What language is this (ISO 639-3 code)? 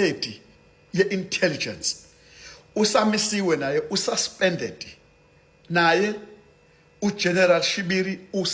zul